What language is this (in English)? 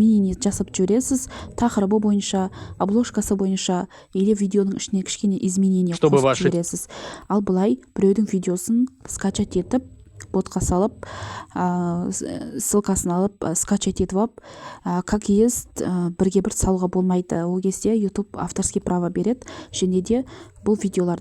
Kazakh